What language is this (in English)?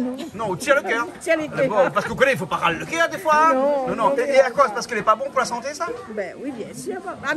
Réunion Creole French